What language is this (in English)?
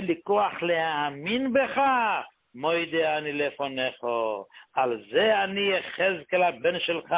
Hebrew